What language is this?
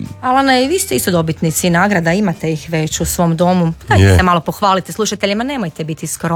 Croatian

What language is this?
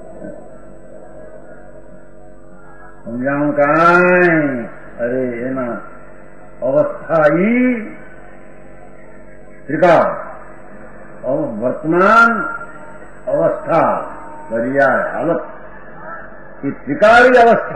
Gujarati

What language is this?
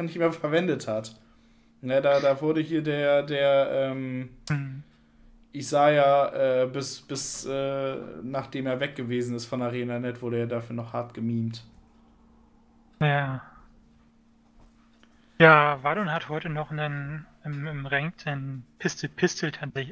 German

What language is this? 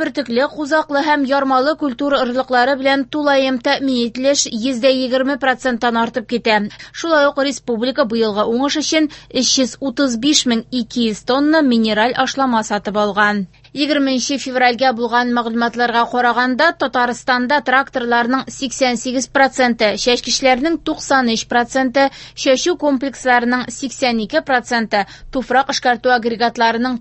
Tatar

